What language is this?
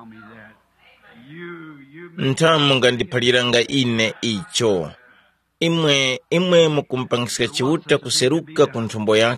Tumbuka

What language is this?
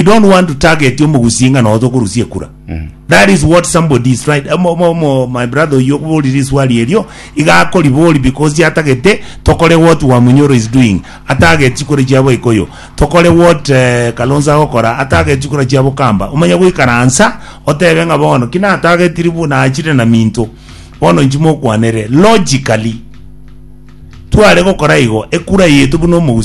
Gusii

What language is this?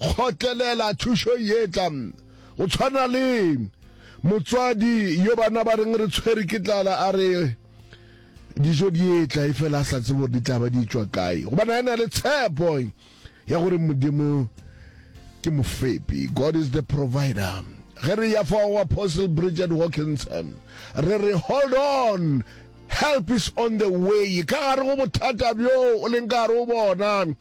Northern Sotho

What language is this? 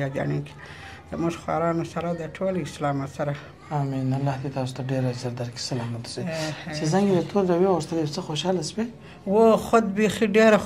Pashto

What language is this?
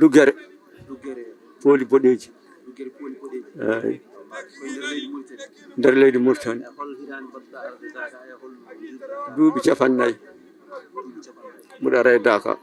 Fula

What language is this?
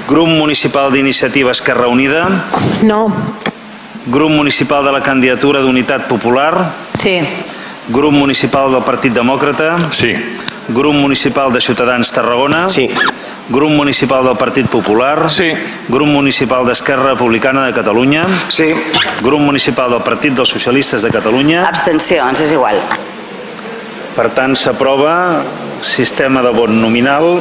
Catalan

